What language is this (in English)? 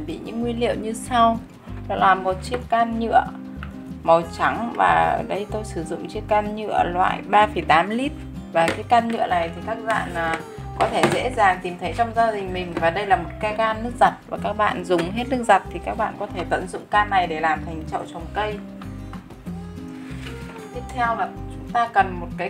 Vietnamese